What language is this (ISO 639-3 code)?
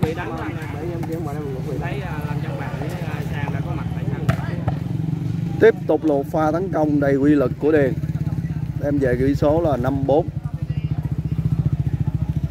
vie